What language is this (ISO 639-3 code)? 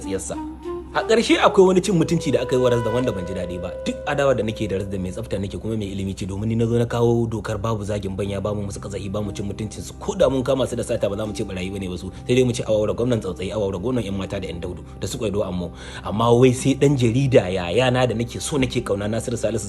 hau